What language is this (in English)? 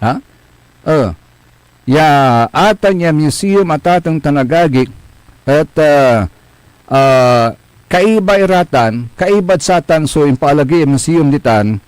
Pangasinan